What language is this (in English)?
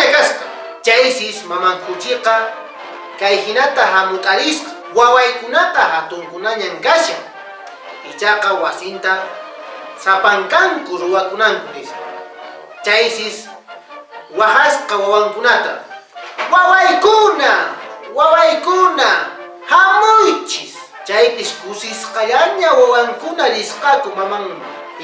Quechua